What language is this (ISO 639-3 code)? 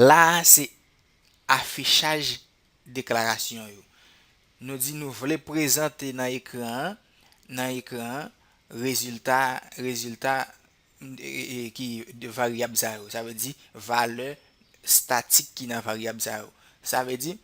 hat